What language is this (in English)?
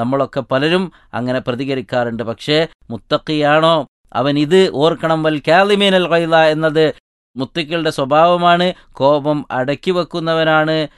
Malayalam